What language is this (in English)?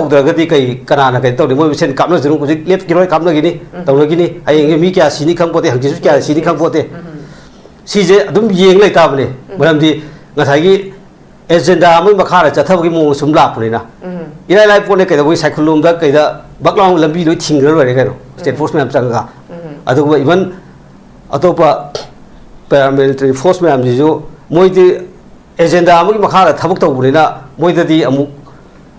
Manipuri